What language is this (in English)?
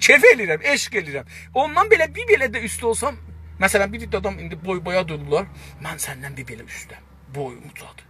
South Azerbaijani